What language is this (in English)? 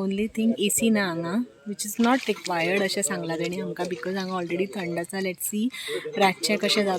Konkani